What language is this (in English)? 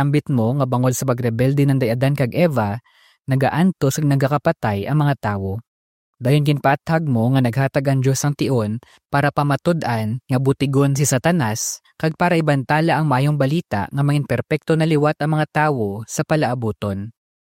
Hiligaynon